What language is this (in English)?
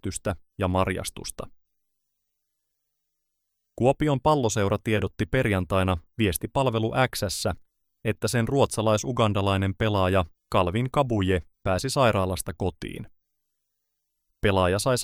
Finnish